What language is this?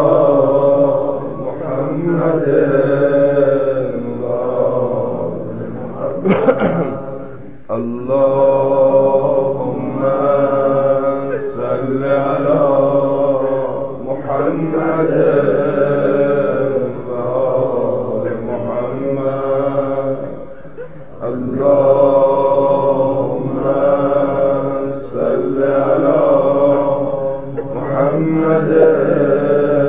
Persian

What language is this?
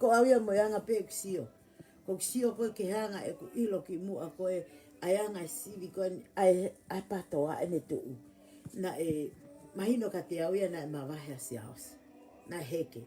Tongan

